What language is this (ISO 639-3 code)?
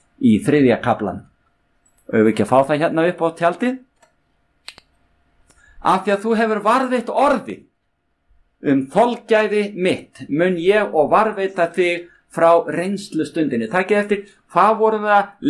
isl